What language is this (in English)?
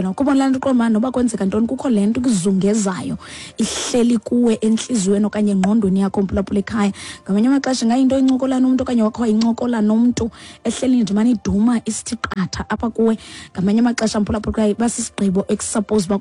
Xhosa